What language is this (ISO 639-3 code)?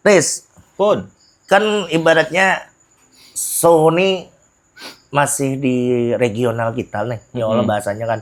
bjn